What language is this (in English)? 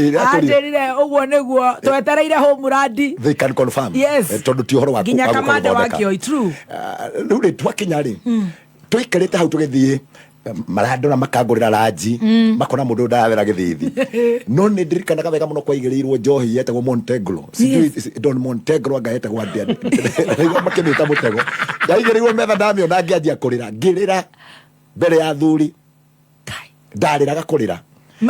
Kikuyu